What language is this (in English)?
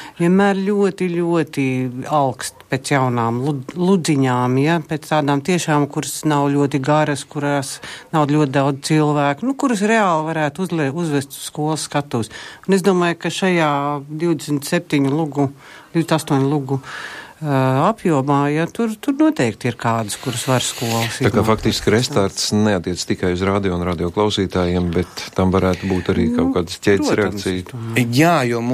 Latvian